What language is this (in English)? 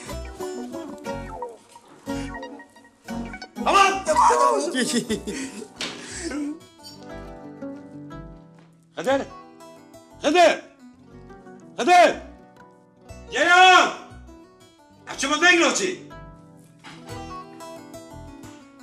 Kurdish